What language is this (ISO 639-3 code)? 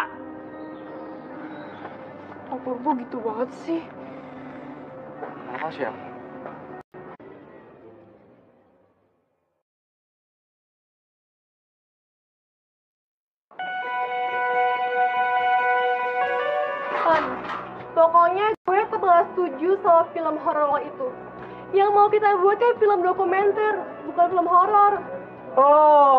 ind